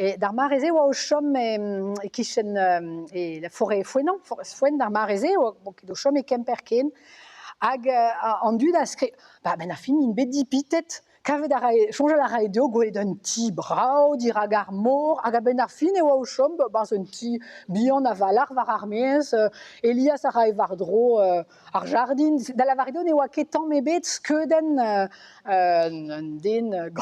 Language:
Breton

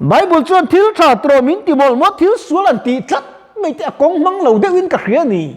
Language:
Mizo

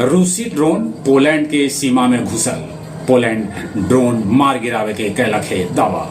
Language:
Magahi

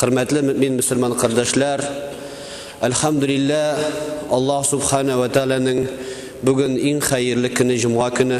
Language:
Tatar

